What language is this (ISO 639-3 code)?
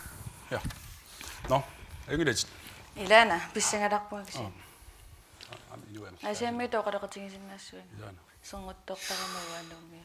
kal